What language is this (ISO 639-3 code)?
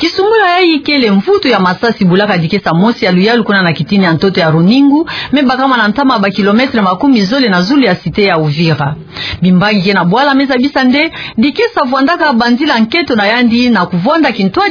ktu